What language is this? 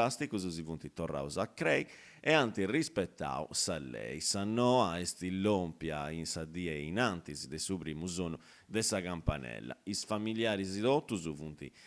Sardinian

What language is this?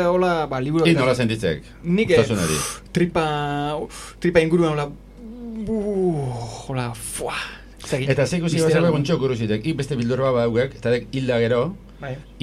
Basque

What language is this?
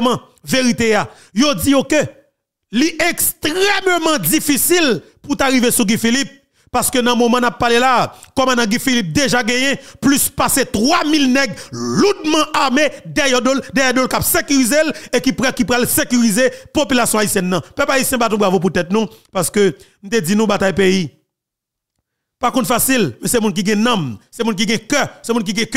Haitian Creole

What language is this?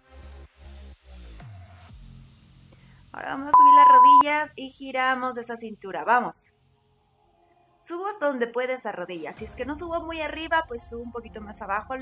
Spanish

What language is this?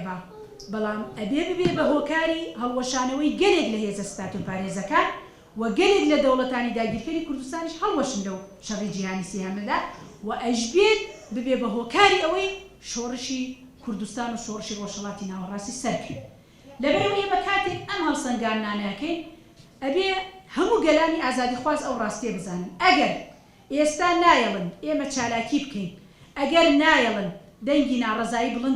Central Kurdish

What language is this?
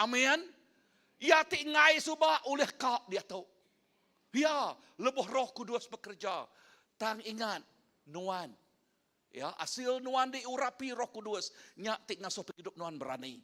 Iban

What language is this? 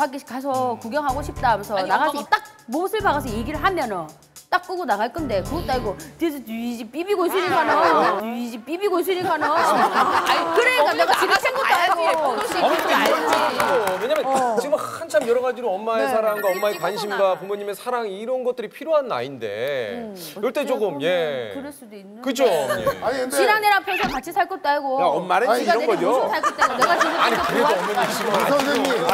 Korean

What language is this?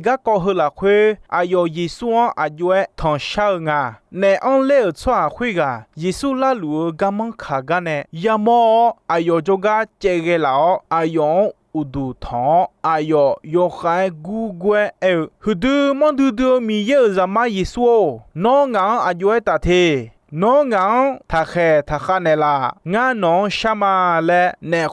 Akha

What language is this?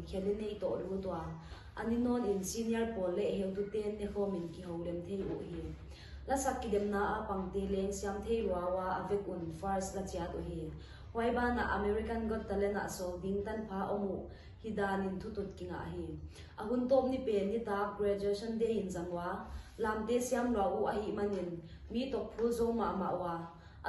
Paite Chin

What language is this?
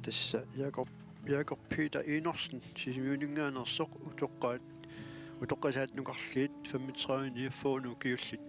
Kalaallisut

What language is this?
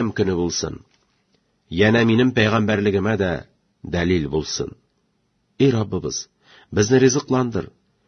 Tatar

